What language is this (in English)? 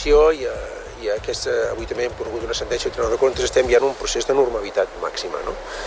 Catalan